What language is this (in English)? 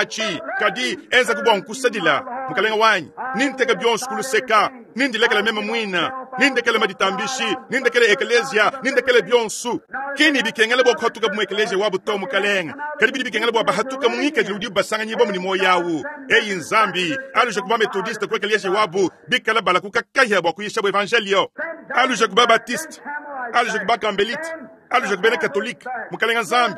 Luba-Lulua